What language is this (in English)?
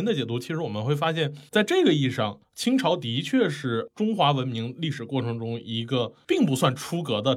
Chinese